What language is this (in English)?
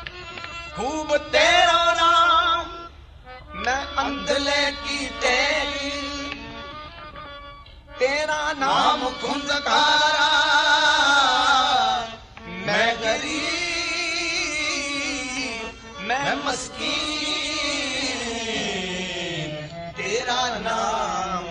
Punjabi